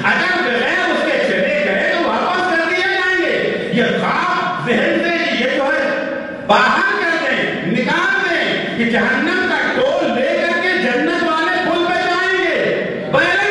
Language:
Urdu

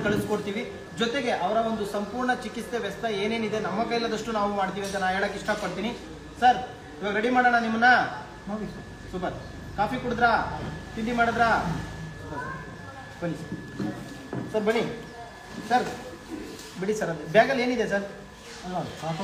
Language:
Kannada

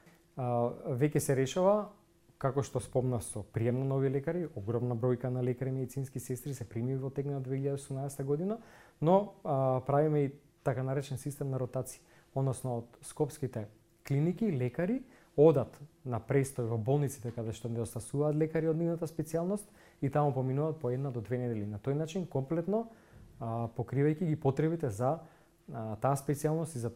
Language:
Macedonian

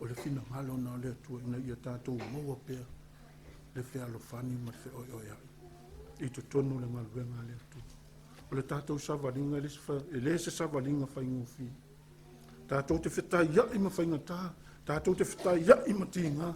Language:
Samoan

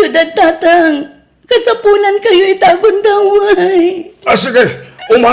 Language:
Iloko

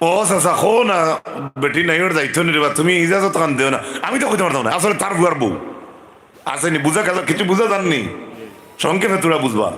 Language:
Sylheti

